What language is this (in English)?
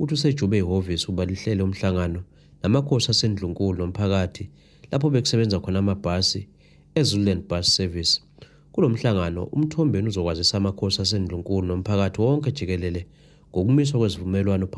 Zulu